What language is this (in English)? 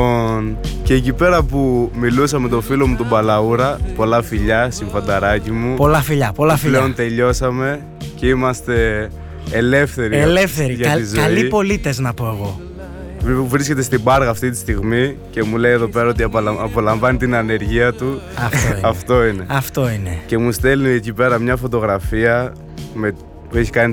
Greek